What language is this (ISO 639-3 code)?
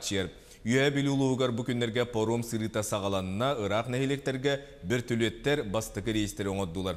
sah